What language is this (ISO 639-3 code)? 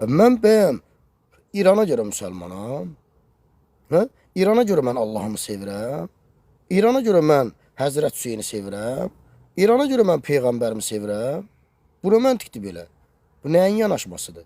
aze